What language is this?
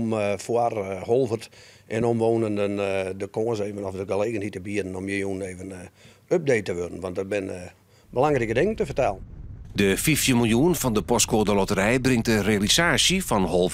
Western Frisian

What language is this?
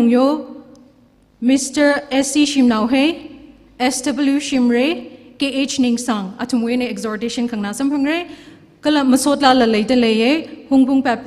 Tangkhul Naga (India)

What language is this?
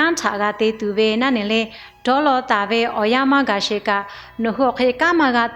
Lahu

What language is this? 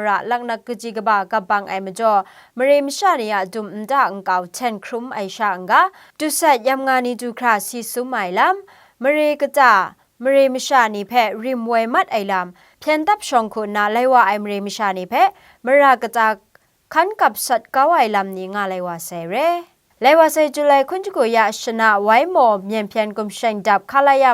Kachin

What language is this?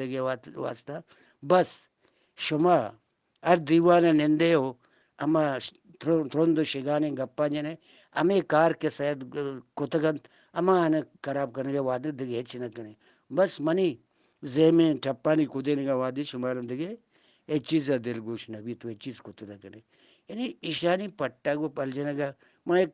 Eastern Balochi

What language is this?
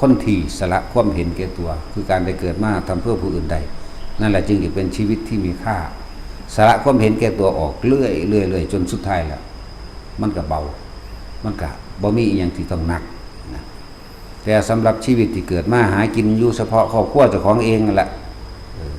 Northeastern Thai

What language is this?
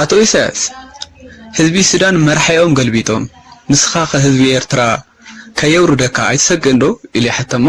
Tigrinya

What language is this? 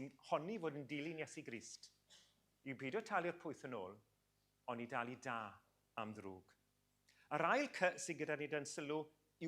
Welsh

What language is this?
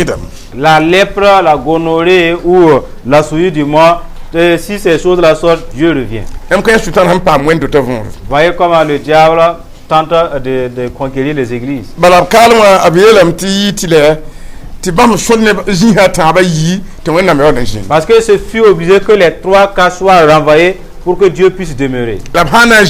Mossi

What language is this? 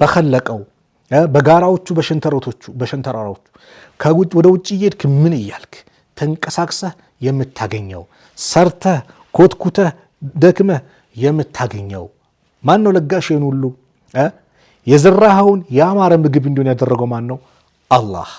Amharic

